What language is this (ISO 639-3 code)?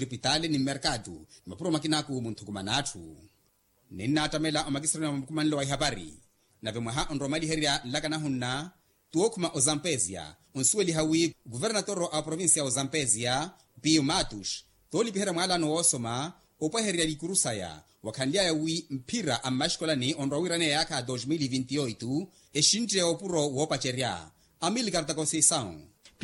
vmw